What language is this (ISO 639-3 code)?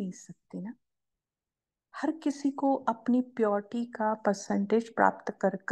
hin